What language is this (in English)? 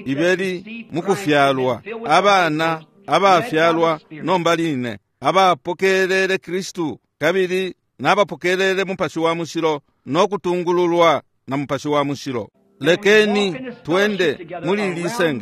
Bemba